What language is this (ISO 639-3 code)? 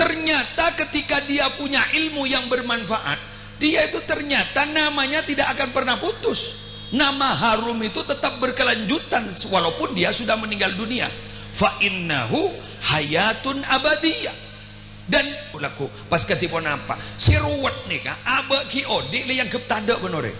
mad